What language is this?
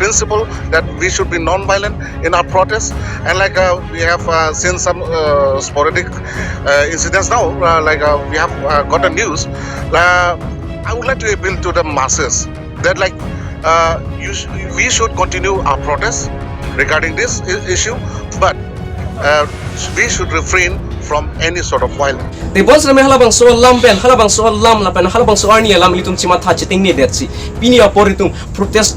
Karbi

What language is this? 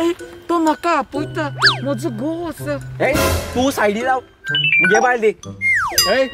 Konkani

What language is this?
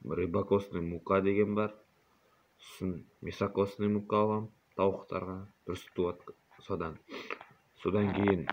Kazakh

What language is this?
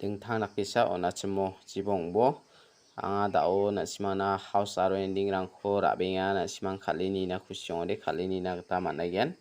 Garo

